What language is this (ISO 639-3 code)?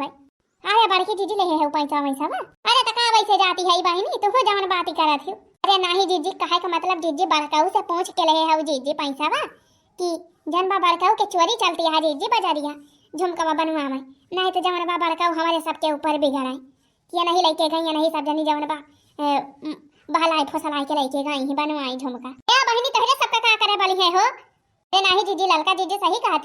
awa